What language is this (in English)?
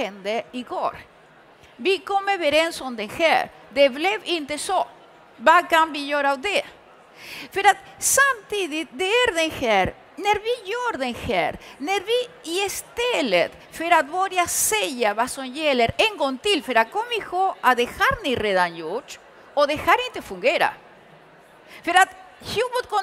Swedish